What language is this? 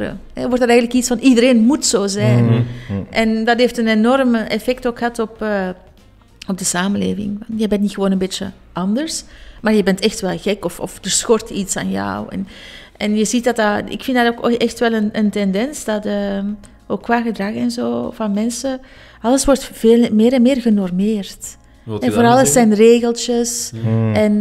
Dutch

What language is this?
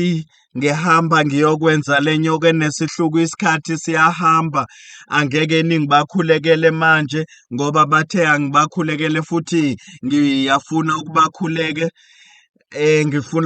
Zulu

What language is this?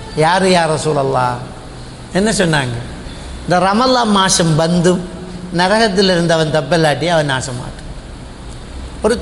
Tamil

